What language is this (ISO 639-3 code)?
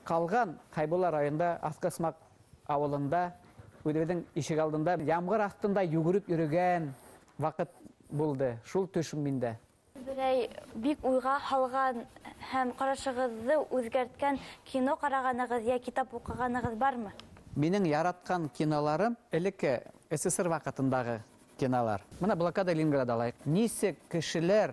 bak